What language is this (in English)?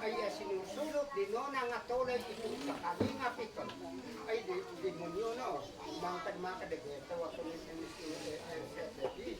Isnag